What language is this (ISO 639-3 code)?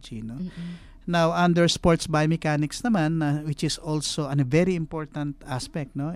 fil